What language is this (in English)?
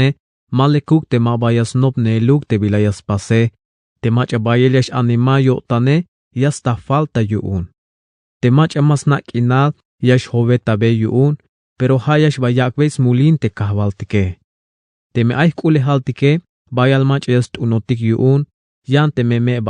Tzeltal